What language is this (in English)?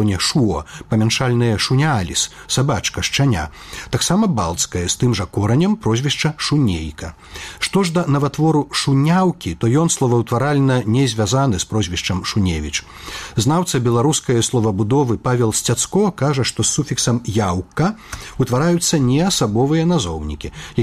Belarusian